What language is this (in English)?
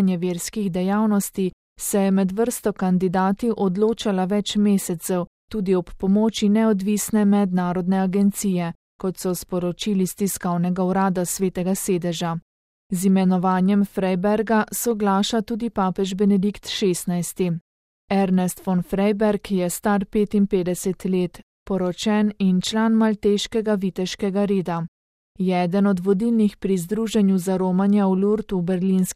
Slovenian